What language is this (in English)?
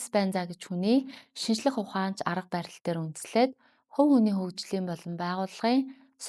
Mongolian